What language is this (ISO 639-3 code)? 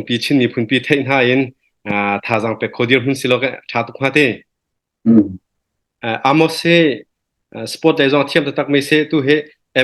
cnh